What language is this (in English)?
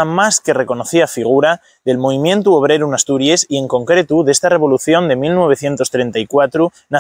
Asturian